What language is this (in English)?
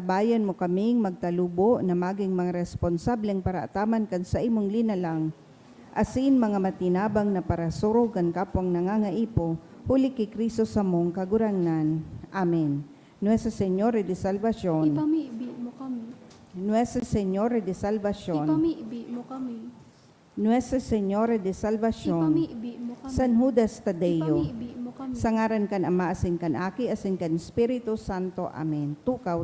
Bikol